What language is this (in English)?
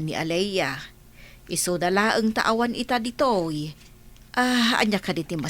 Iloko